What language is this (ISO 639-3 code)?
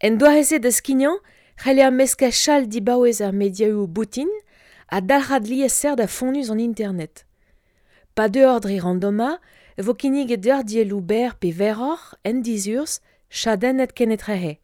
bre